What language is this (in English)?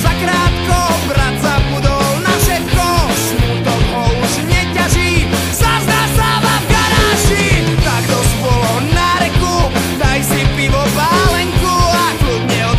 Slovak